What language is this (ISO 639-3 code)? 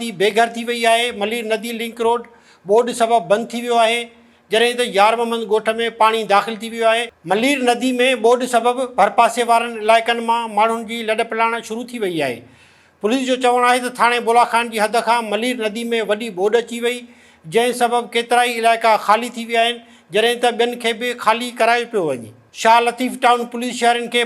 snd